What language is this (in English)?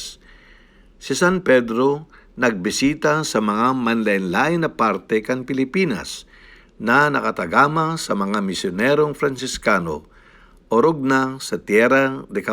Bikol